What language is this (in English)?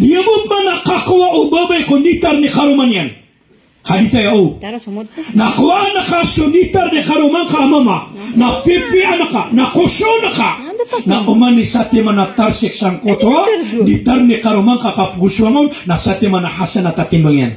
Maranao